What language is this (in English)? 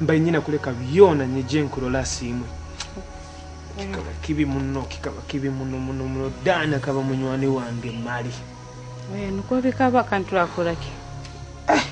Nyoro